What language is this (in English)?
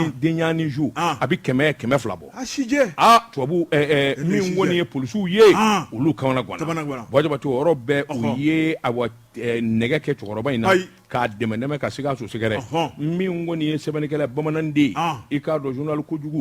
Bambara